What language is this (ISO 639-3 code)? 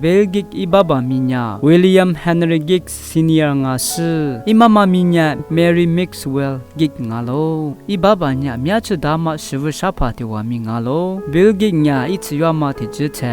lis